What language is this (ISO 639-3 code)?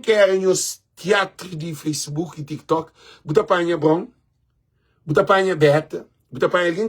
kea